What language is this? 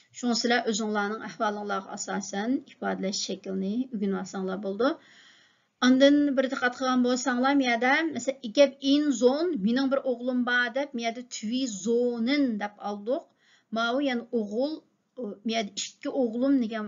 Uyghur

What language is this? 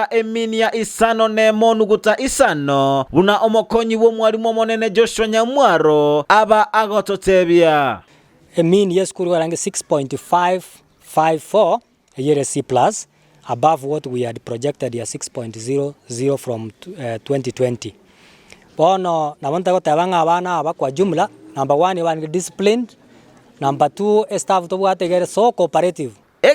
Gusii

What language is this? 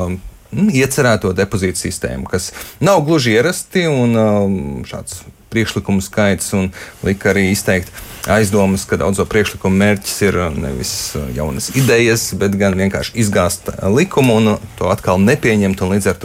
Latvian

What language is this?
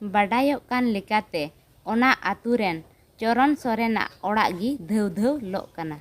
Santali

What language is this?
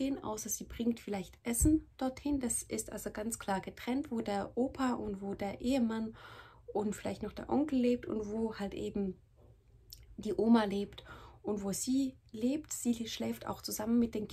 German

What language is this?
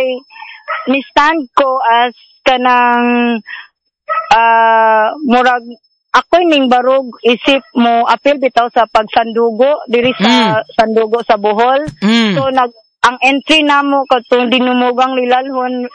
Cebuano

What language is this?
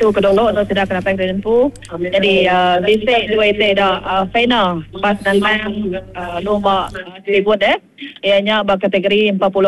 Iban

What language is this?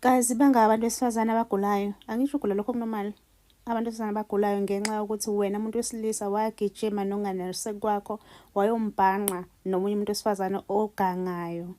Zulu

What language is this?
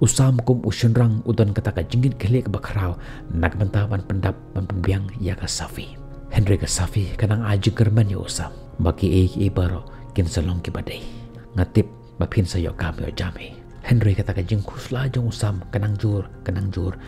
Khasi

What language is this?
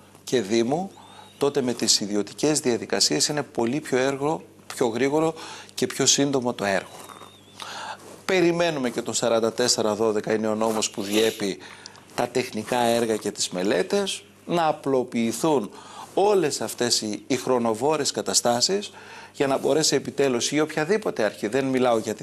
Greek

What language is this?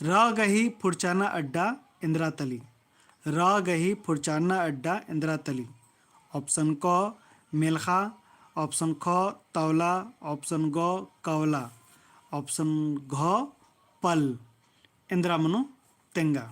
Kurukh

